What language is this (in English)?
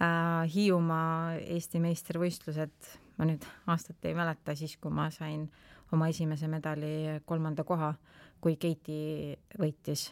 Estonian